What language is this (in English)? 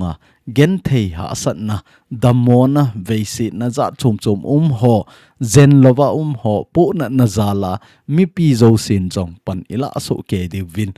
Thado Chin